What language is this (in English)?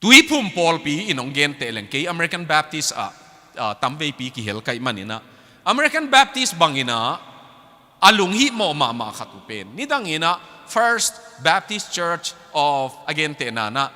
Tedim Chin